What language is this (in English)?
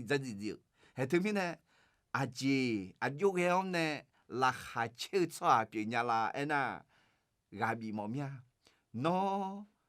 Akha